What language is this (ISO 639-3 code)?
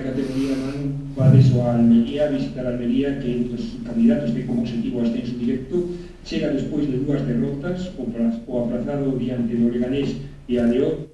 glg